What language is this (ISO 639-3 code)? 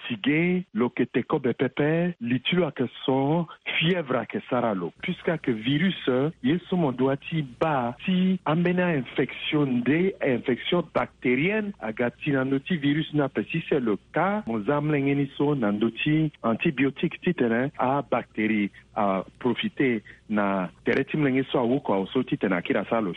sag